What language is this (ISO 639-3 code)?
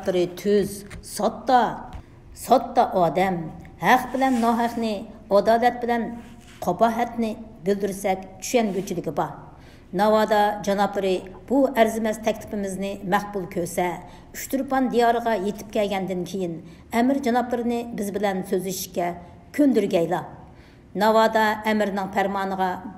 uig